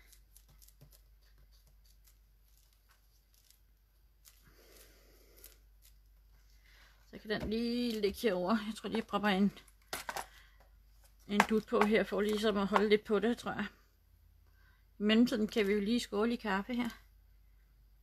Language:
Danish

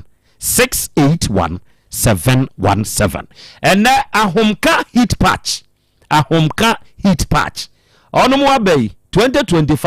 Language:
Akan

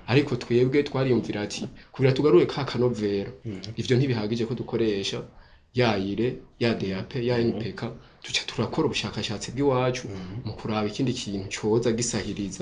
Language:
Rundi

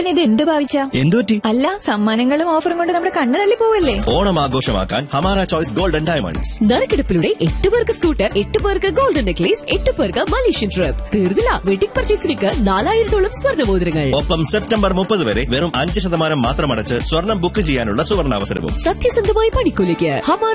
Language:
Malayalam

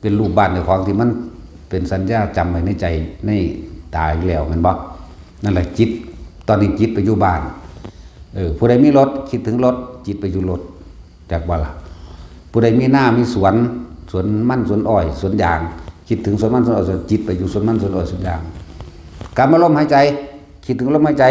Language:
Northeastern Thai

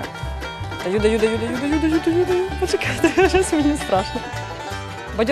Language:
Ukrainian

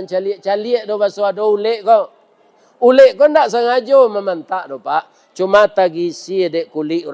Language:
Minangkabau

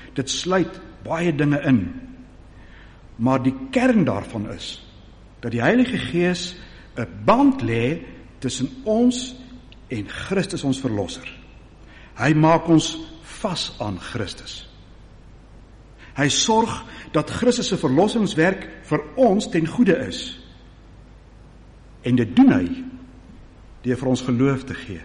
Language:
Afrikaans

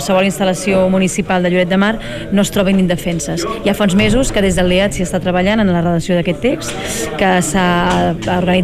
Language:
Catalan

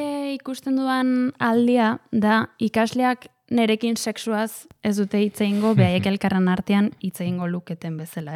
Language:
Basque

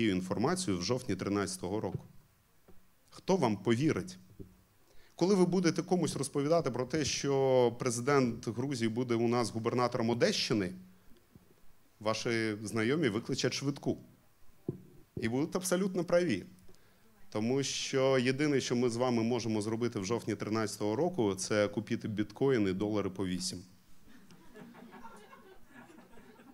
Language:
Ukrainian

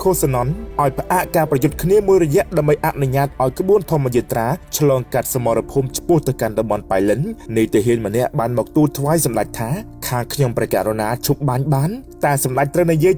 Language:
Khmer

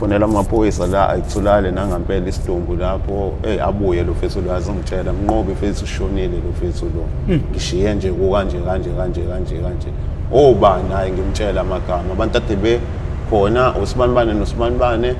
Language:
Zulu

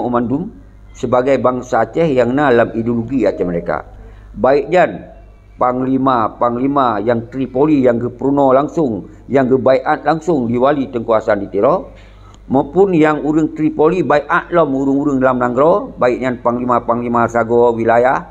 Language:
Achinese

